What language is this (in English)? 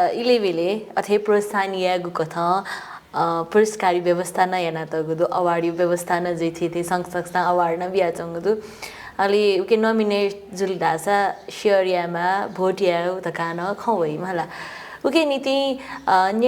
Newari